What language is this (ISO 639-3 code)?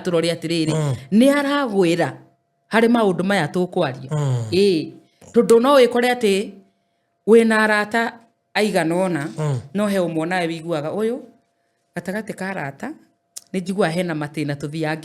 kik